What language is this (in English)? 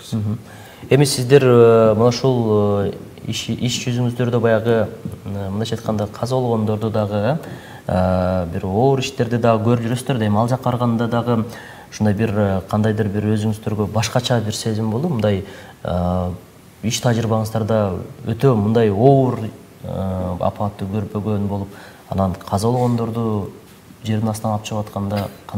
Kyrgyz